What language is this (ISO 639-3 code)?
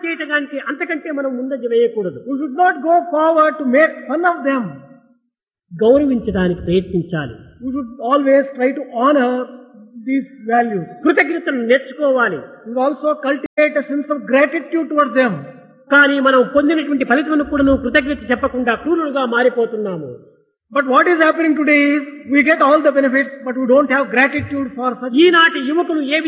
tel